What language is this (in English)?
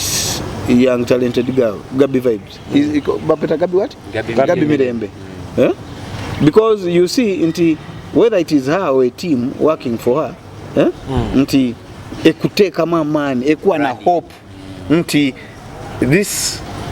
Nyoro